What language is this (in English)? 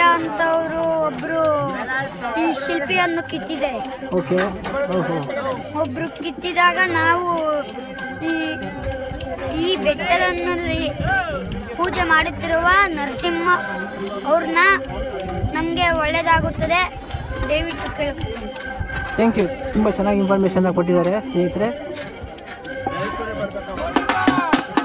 Kannada